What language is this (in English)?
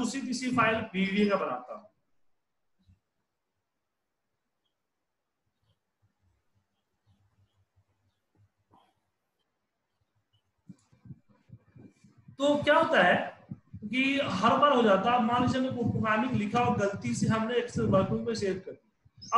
Hindi